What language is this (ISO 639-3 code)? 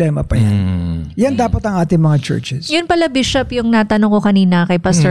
fil